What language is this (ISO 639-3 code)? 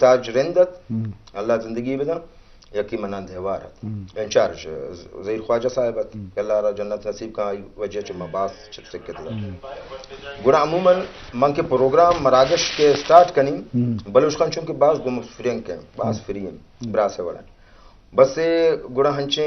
bgp